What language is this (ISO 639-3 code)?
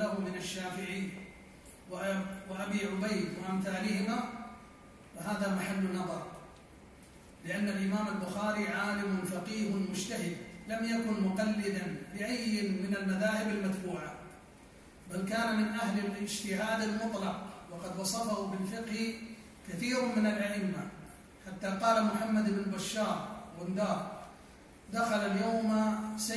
ara